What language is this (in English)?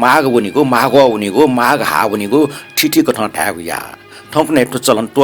Newari